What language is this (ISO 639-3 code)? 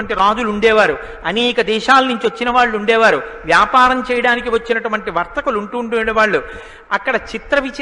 tel